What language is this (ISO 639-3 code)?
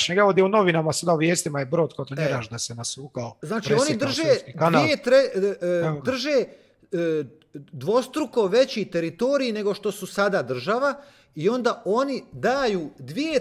hrv